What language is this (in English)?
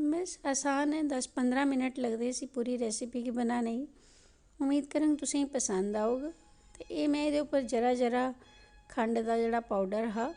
Dogri